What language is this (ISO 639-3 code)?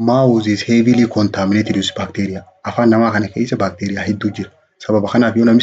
orm